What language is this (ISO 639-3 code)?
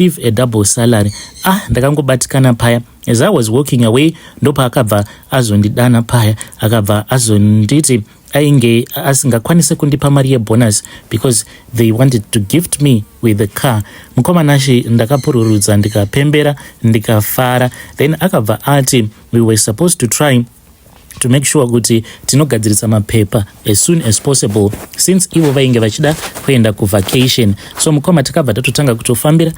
sna